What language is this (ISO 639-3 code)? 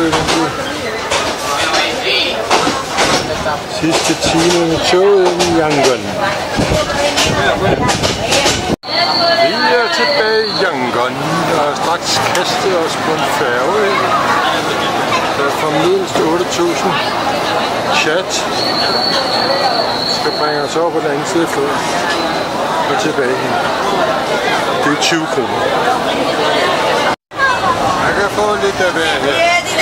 dan